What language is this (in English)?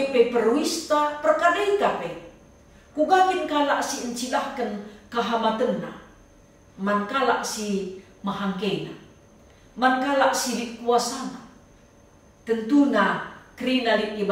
Batak Karo